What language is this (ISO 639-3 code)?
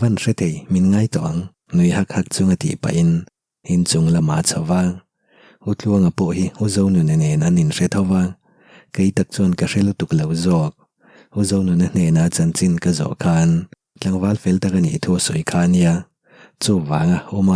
lus